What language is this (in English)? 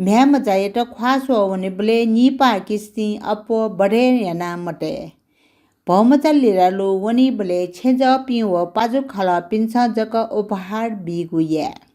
Newari